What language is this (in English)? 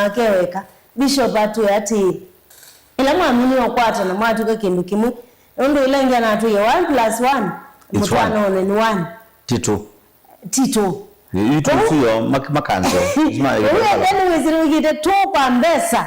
Kamba